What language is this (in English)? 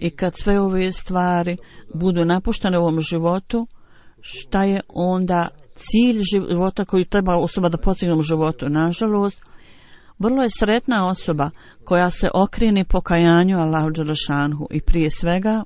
Bosnian